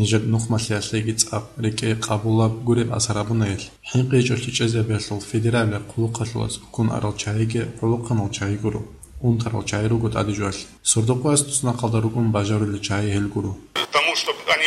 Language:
Avaric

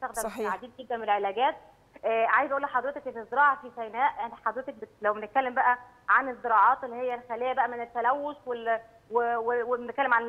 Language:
Egyptian Arabic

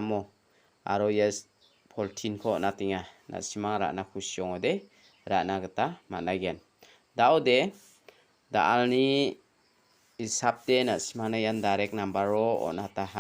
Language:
Garo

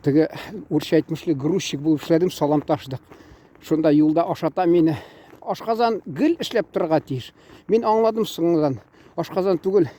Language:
Tatar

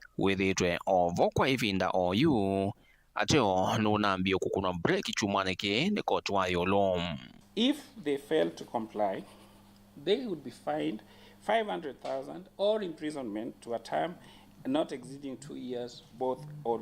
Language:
Kamba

